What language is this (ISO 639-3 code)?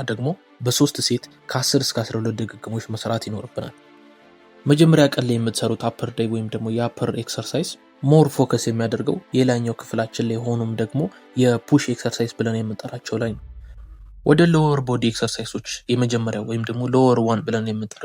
amh